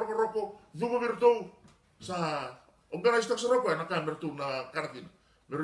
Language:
Fijian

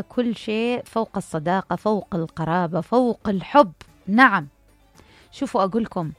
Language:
Mesopotamian Arabic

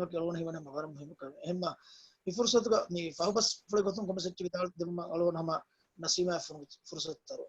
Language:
Divehi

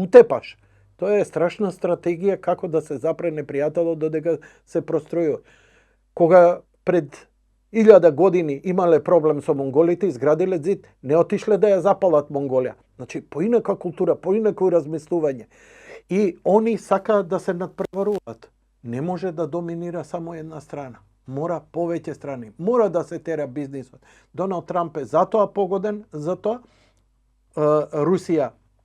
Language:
Macedonian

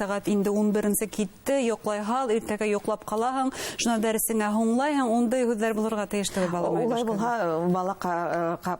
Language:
Bashkir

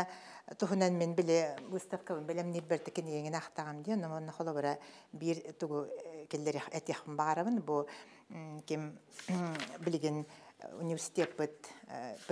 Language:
Yakut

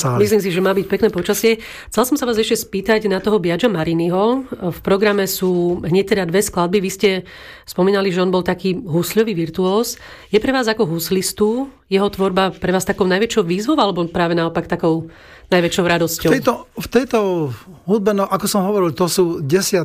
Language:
Slovak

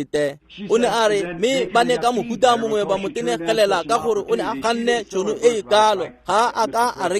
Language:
Tswana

